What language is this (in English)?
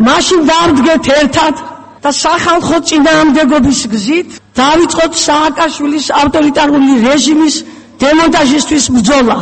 Georgian